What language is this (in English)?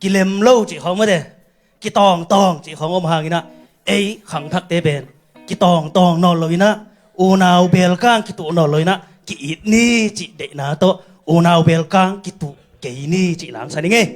Tedim Chin